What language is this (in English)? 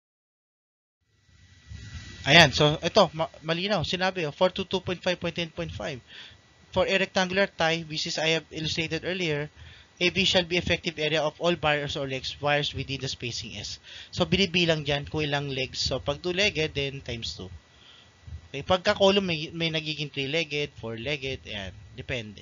Filipino